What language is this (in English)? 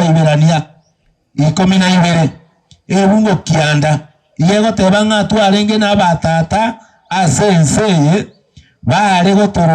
Gusii